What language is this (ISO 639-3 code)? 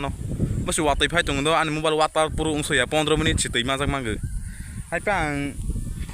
trp